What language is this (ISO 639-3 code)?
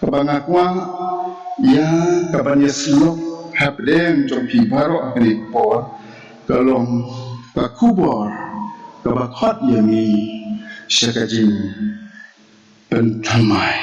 kha